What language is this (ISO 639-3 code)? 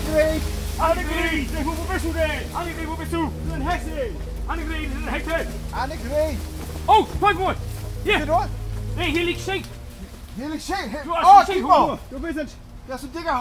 nds